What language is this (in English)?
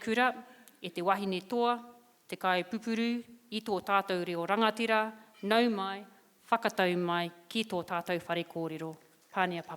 Māori